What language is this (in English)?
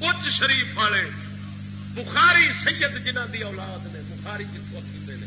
Saraiki